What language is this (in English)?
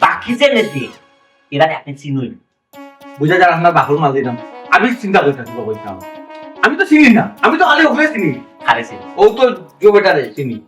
Sylheti